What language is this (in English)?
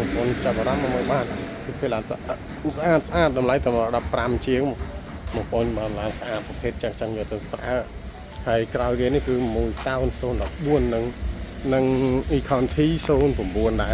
Khmer